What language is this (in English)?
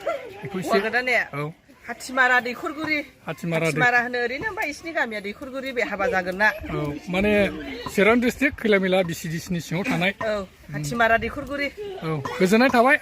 Bodo